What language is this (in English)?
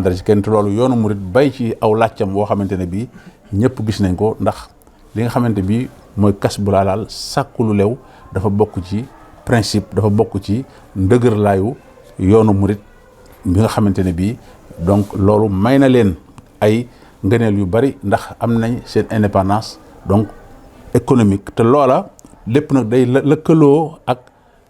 Wolof